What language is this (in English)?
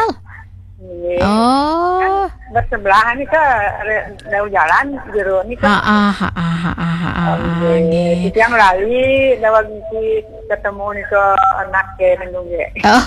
Balinese